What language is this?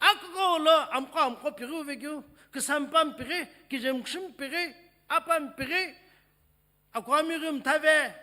Sumi Naga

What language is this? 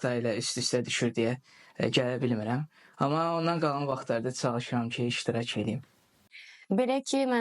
Azerbaijani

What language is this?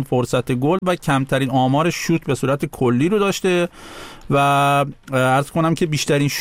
Persian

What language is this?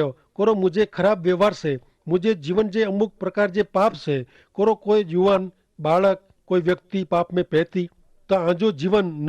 Kachhi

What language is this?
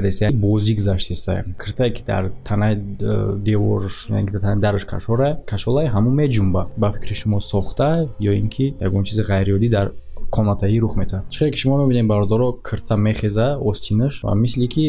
Tajik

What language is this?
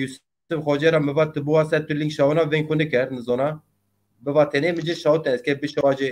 Zaza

